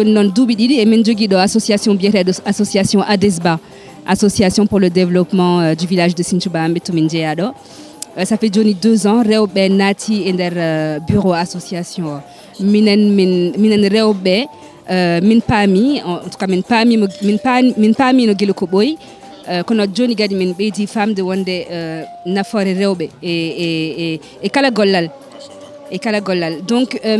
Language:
Fula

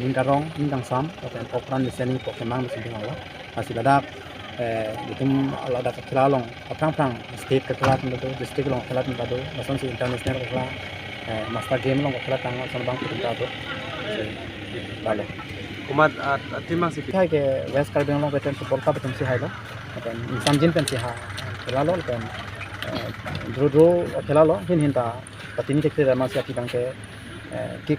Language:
Karbi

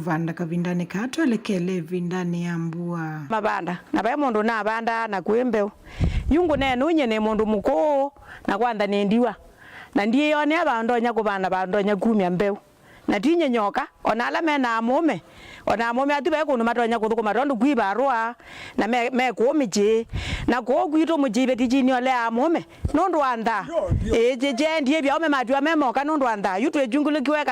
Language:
Kamba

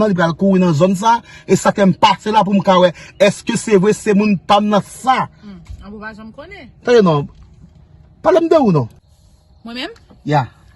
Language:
Haitian Creole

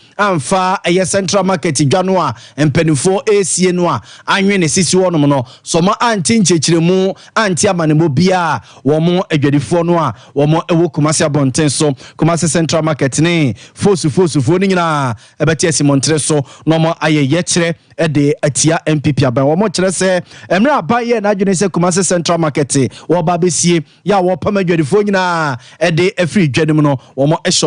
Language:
Akan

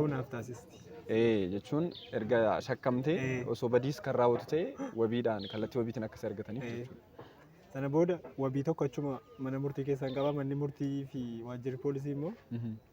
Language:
Oromo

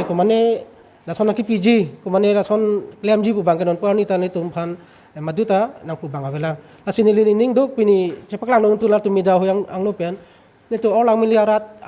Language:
Karbi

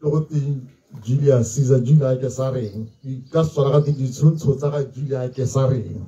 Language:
Tswana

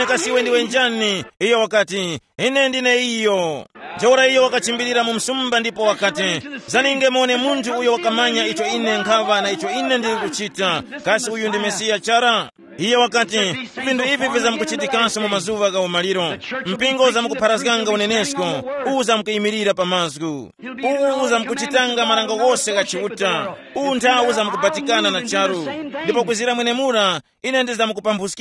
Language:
Tumbuka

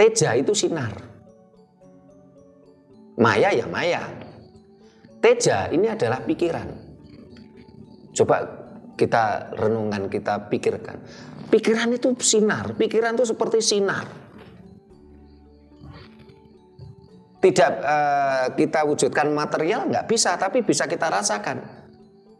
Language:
Indonesian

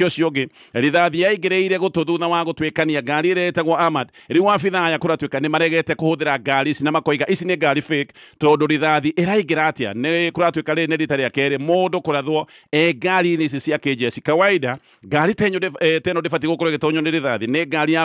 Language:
Kikuyu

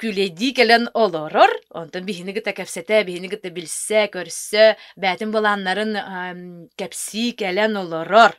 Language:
Yakut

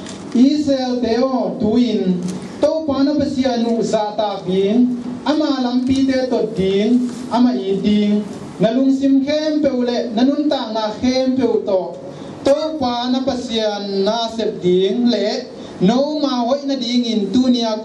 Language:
Tedim Chin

